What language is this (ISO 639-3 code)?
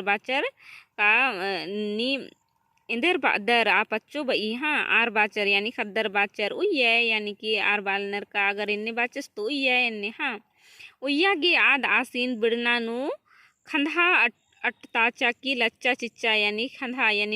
kru